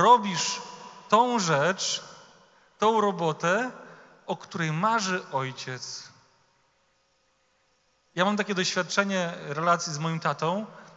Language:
Polish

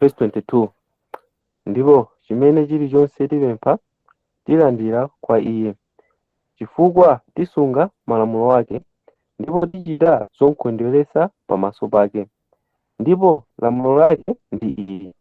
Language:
Nyanja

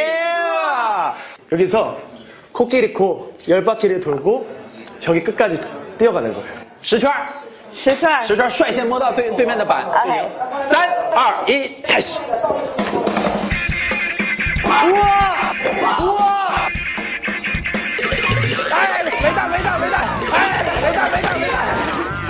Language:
Chinese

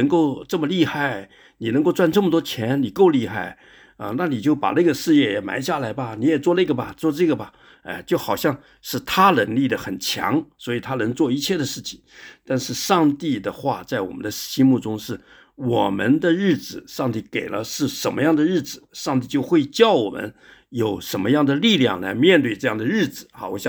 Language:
Chinese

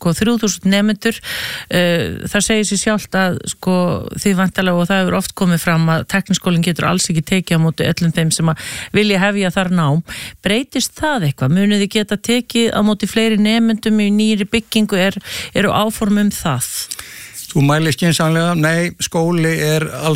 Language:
Icelandic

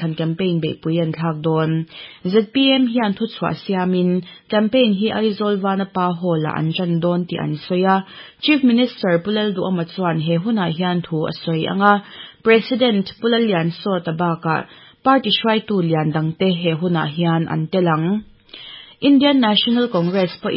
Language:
Mizo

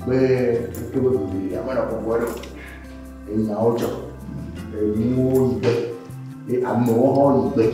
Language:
Ewe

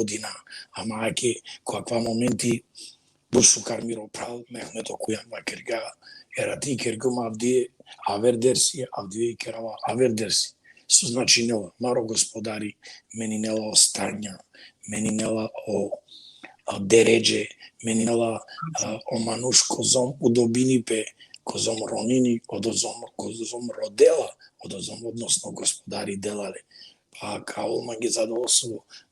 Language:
Balkan Romani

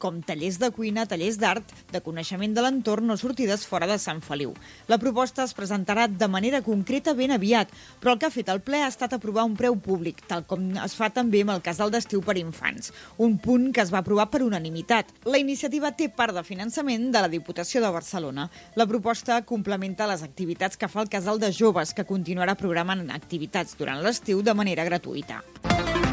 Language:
Catalan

